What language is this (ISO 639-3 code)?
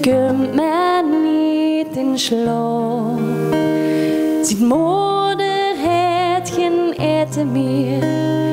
nld